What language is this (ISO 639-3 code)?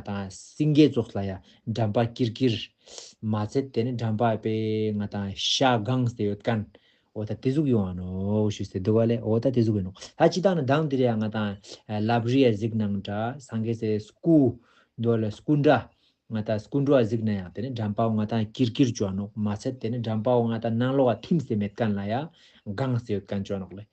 lbj